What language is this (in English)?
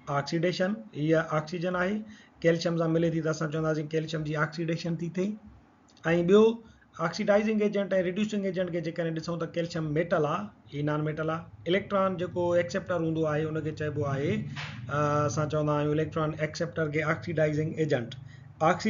Sindhi